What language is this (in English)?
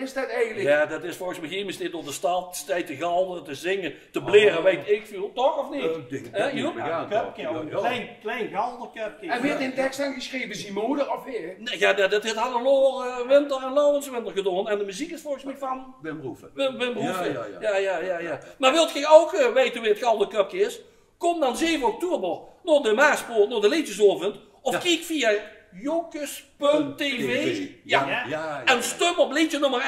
Limburgish